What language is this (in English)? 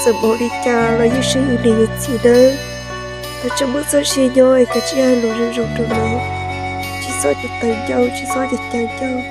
Hmong